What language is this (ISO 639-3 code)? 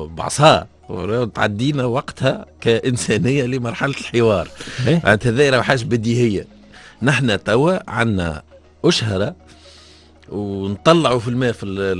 aeb